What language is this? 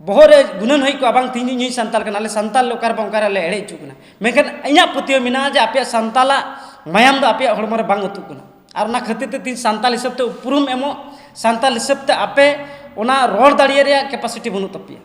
Santali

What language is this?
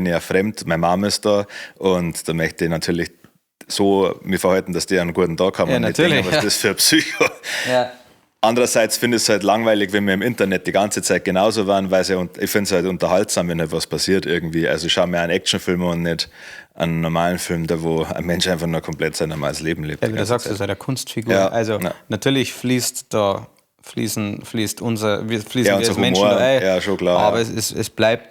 Bavarian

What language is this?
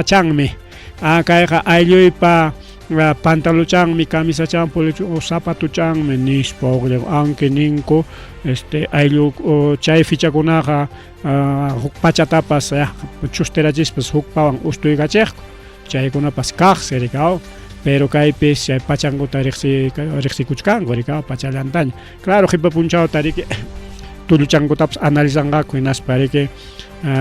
Ayacucho Quechua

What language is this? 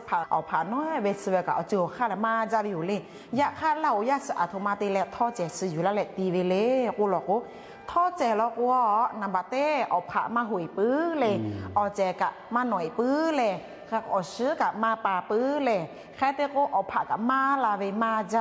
Lahu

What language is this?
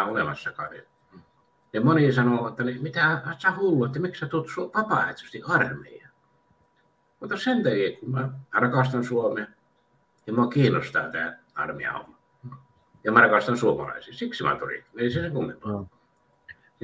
Finnish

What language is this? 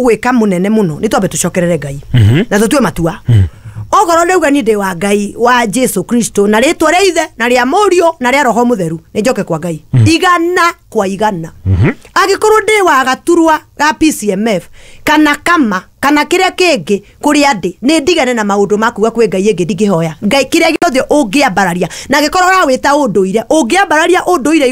Kikuyu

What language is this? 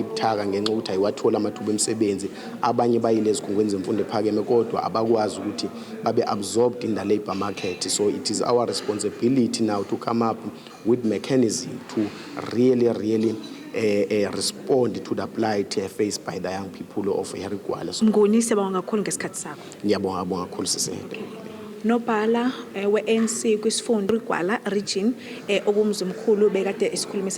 Zulu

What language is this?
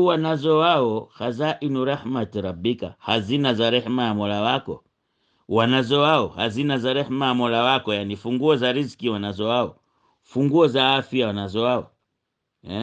Swahili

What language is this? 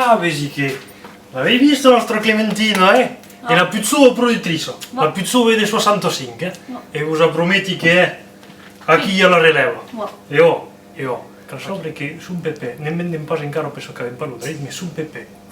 Occitan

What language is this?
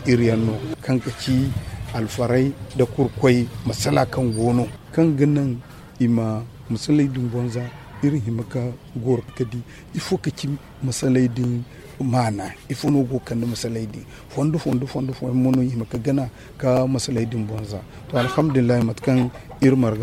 Zarma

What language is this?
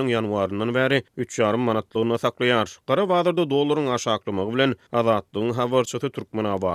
Turkmen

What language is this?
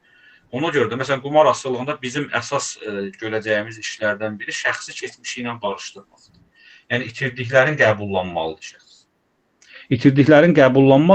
Azerbaijani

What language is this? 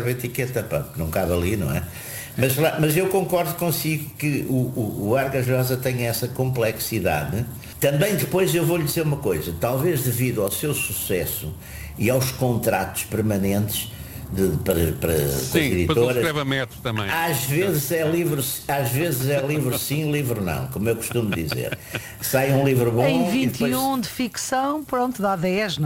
Portuguese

